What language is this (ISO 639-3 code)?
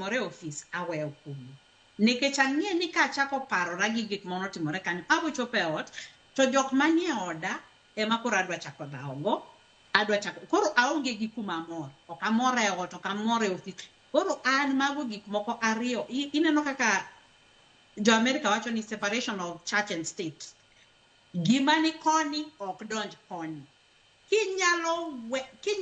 luo